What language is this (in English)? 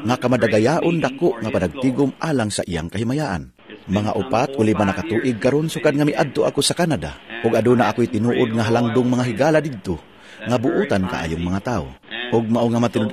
Cebuano